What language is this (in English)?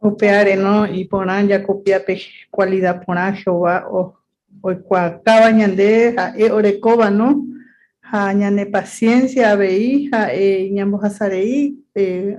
Guarani